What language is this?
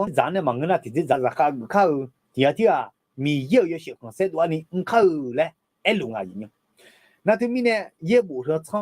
Akha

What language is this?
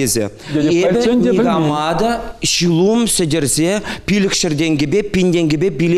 Chuvash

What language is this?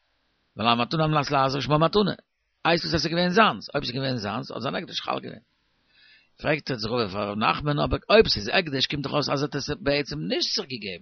Yiddish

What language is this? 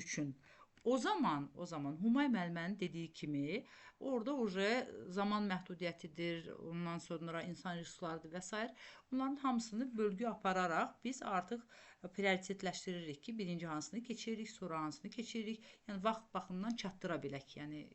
Azerbaijani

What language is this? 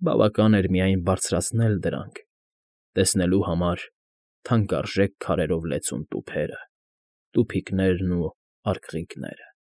Armenian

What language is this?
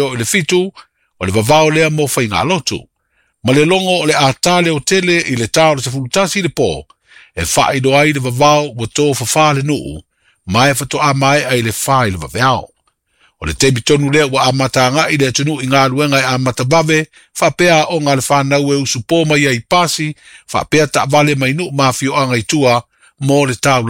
Samoan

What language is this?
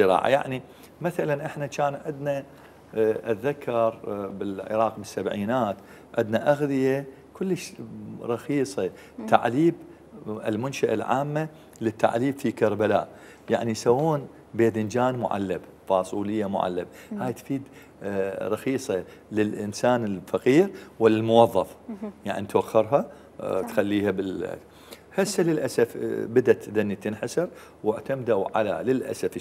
Mesopotamian Arabic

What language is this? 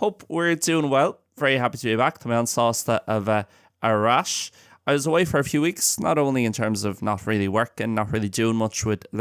Irish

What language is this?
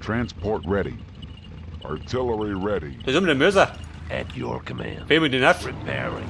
Bavarian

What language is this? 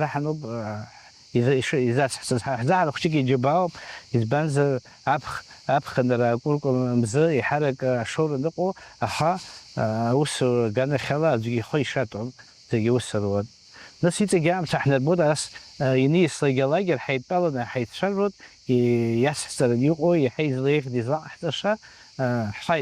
Abkhazian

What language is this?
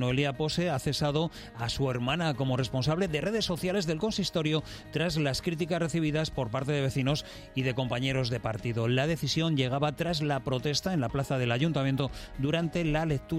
Spanish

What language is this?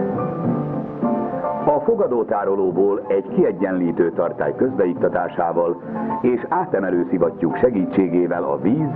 Hungarian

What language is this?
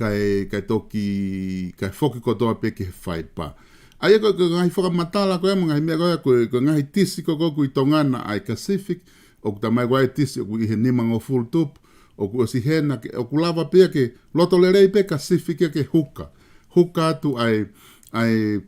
Tongan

